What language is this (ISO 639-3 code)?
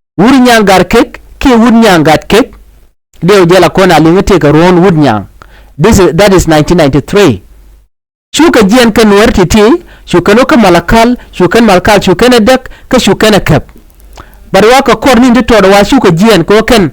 nus